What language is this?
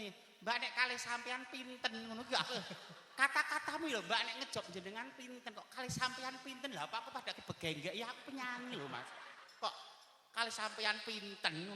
Javanese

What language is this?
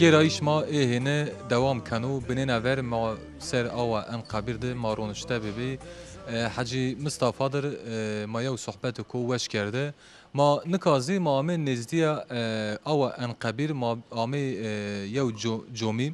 Zaza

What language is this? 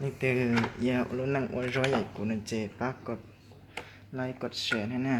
Hmong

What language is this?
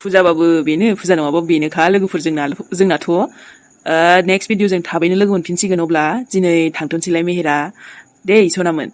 Bodo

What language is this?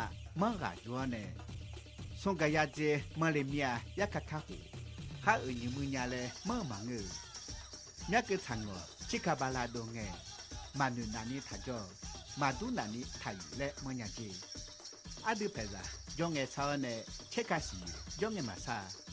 Akha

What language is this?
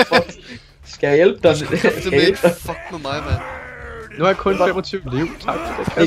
Danish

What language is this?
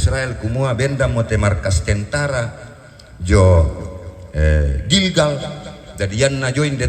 Toraja-Sa'dan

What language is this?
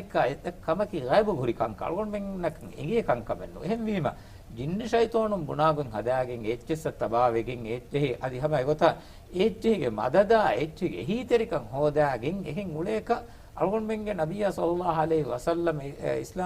Divehi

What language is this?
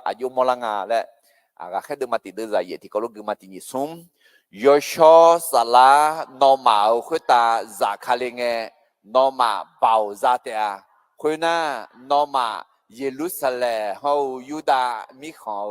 Akha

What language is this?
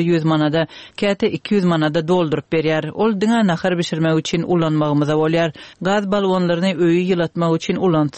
Turkmen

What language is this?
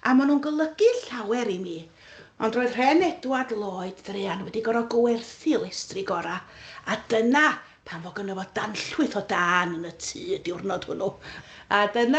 Welsh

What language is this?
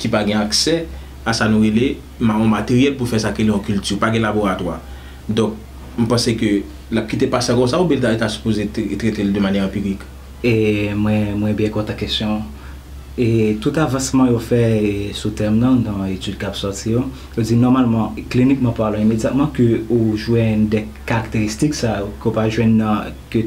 Haitian Creole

